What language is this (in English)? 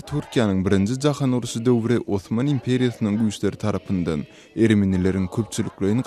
Turkmen